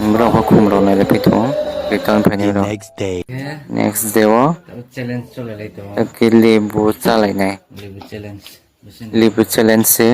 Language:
Kok Borok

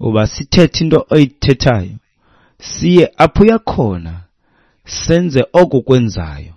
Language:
Xhosa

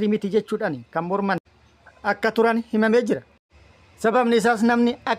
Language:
Oromo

